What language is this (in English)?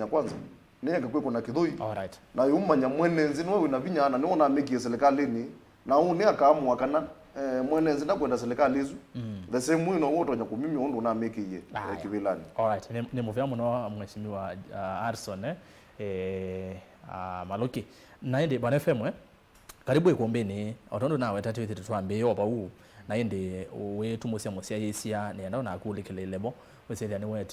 Kamba